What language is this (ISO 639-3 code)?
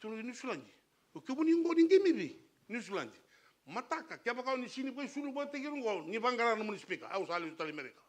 fij